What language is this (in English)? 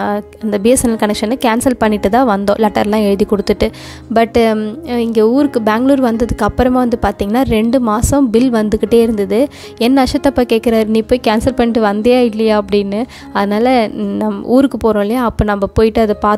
Tamil